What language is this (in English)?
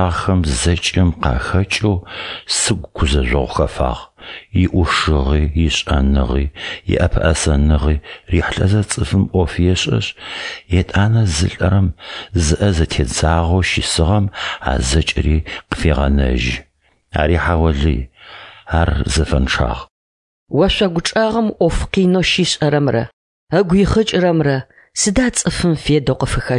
Adyghe